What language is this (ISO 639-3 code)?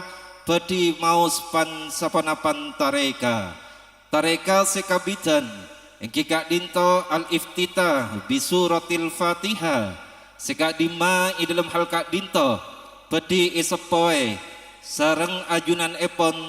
mad